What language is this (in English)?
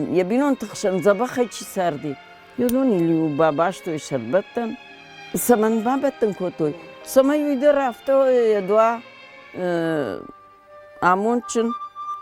Ossetic